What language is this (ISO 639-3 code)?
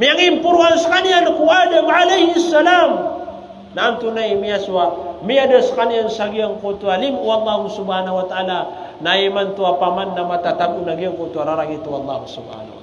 mrw